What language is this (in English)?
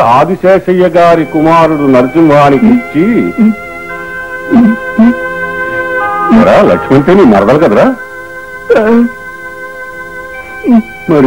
Telugu